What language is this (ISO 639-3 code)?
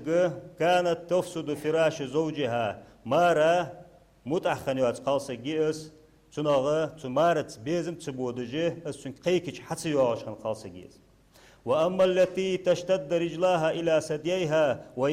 inh